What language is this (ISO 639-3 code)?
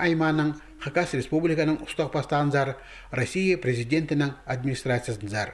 kjh